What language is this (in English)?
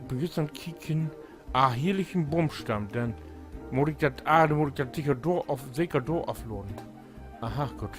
Low German